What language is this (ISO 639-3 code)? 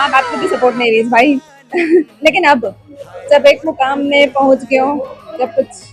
hne